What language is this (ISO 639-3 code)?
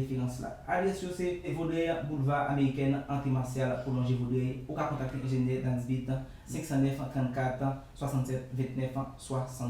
hat